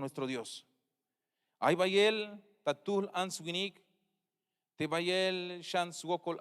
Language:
Tzeltal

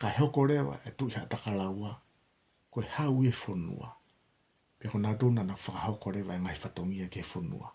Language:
Tongan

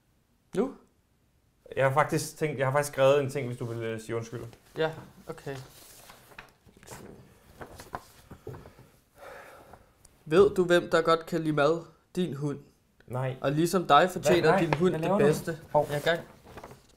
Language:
Danish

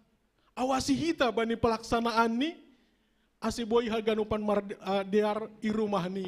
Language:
Batak Simalungun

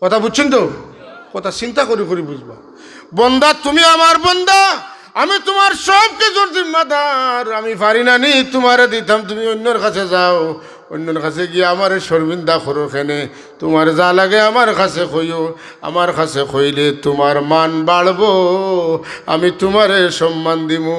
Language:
Sylheti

